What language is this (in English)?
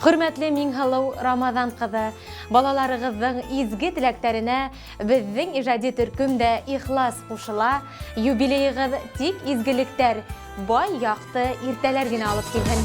Bashkir